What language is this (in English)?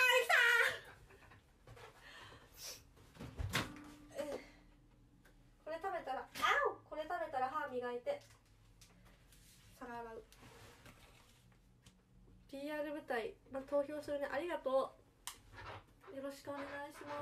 Japanese